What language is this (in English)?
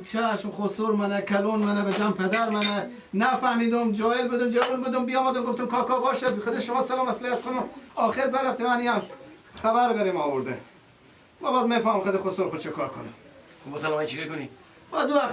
Persian